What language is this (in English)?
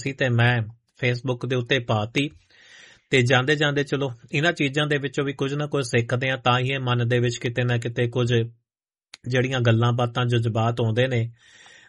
Punjabi